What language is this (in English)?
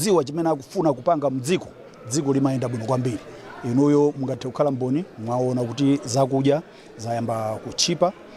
Nyanja